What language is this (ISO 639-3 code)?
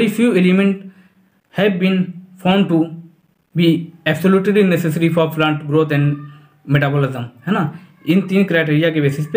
hin